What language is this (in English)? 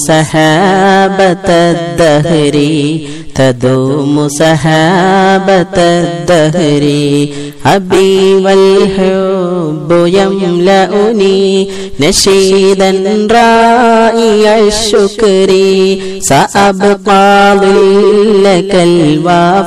Malayalam